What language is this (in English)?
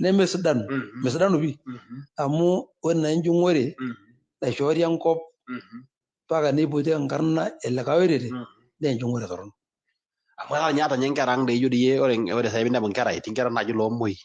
Masai